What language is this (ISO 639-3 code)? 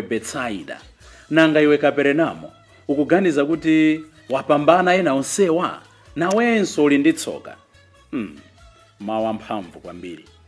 nya